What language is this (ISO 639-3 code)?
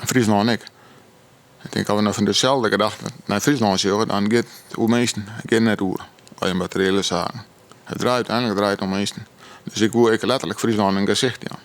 fry